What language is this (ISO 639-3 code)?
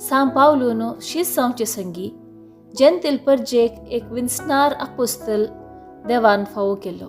kok